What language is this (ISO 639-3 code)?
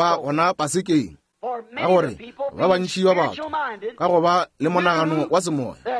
nso